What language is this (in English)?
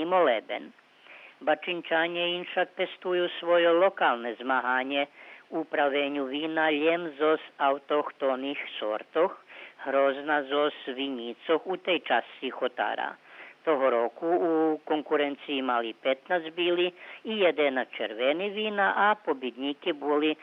Rusyn